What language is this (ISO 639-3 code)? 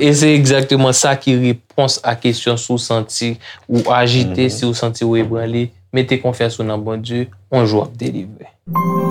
hat